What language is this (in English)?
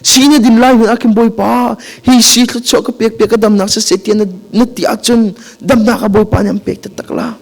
Hakha Chin